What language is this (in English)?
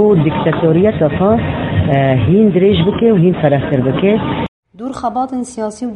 Kurdish